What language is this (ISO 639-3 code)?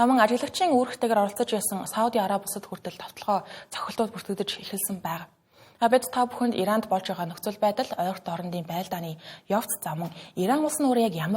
mon